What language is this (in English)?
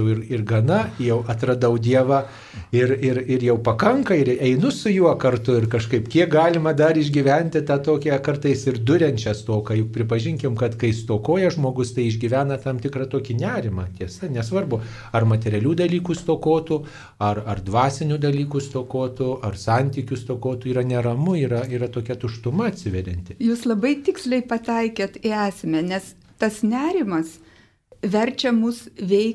Lithuanian